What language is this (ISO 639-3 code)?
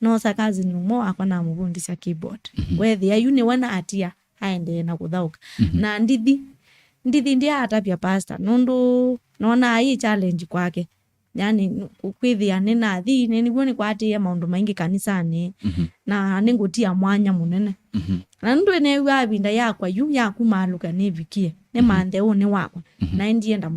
kam